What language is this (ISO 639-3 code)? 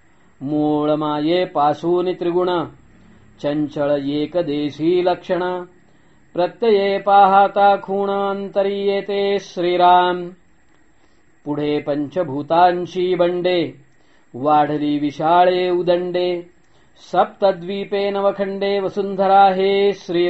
mar